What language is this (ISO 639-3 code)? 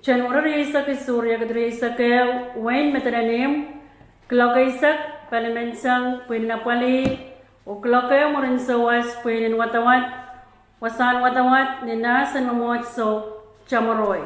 pon